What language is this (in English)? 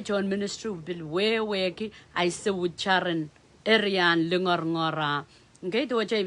Pohnpeian